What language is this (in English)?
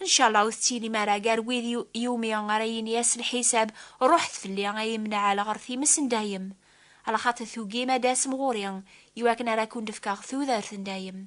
Kabyle